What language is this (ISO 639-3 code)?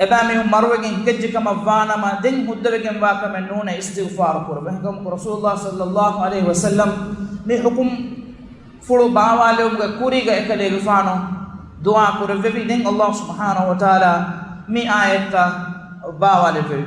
div